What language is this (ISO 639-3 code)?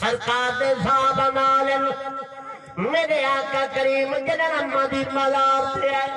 skr